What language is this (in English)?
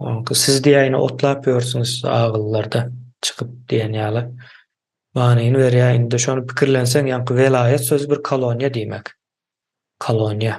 Turkmen